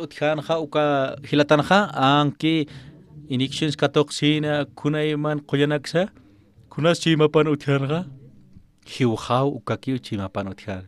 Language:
Aymara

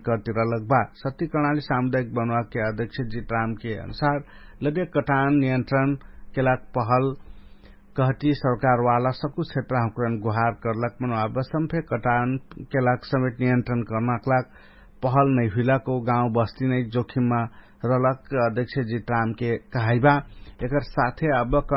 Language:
Dangaura Tharu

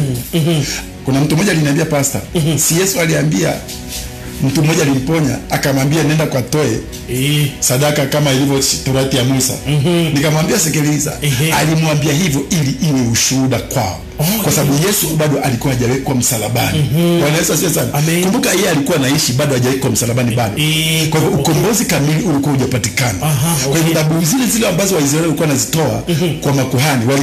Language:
Swahili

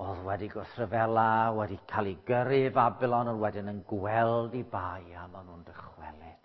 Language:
Welsh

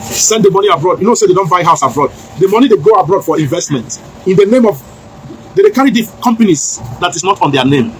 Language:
Nigerian Pidgin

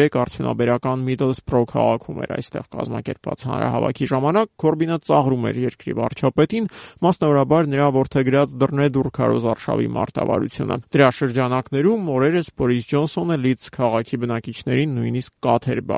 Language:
Armenian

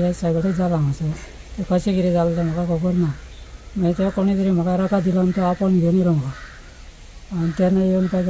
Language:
Konkani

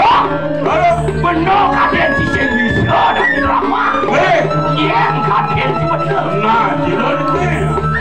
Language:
Balinese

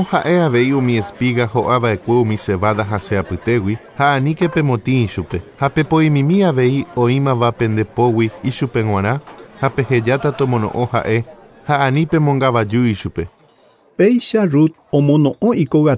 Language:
Guarani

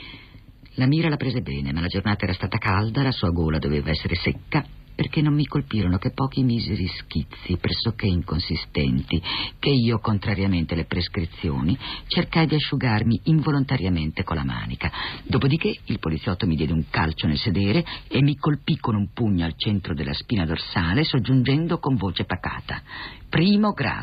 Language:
Italian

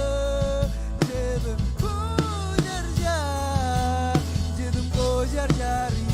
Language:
Marshallese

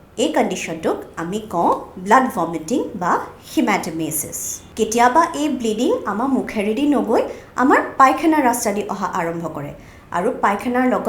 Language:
Assamese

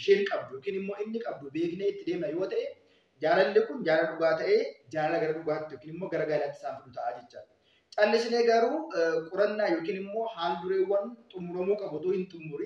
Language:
Oromo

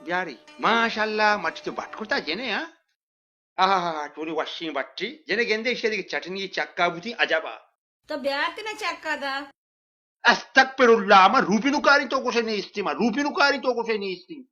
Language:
Baluchi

